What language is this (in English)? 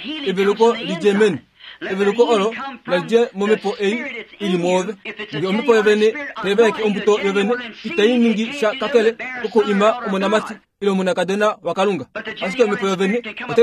Kuanyama